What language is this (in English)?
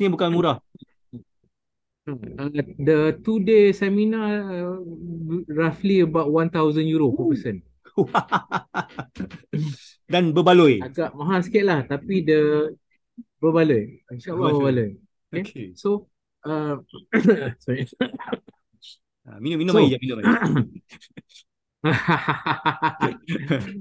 Malay